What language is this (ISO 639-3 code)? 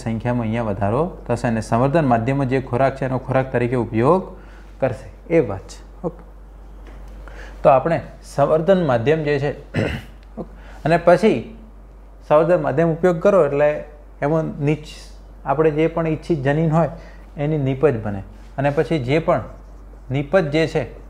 guj